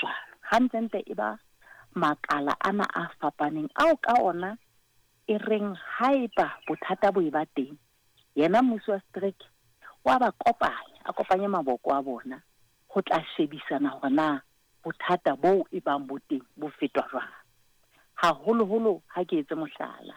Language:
Southern Sotho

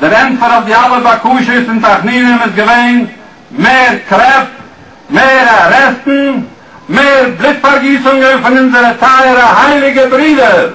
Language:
Yiddish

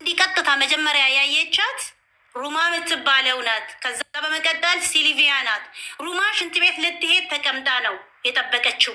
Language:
Amharic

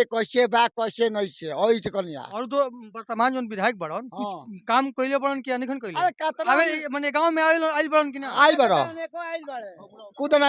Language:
Bhojpuri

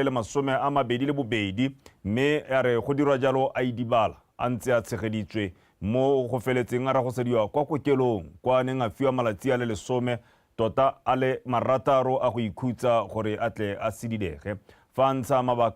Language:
Tswana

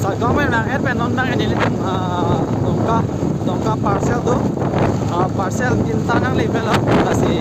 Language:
Karbi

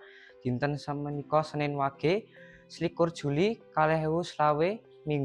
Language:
Javanese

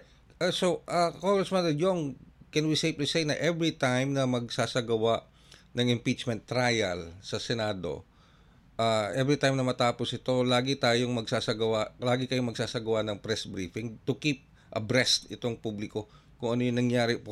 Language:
Filipino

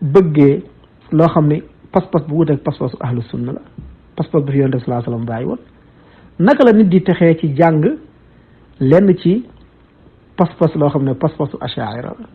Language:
Wolof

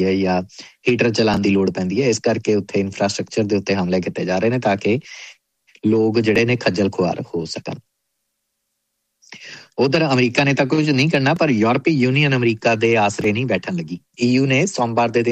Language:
Punjabi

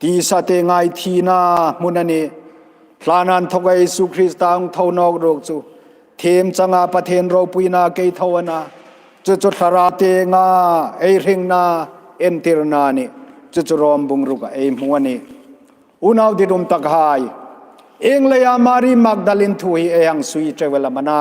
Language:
Hmar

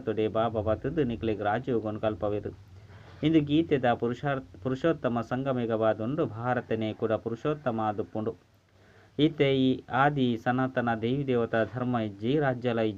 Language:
Tulu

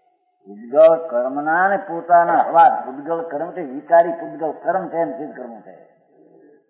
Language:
Gujarati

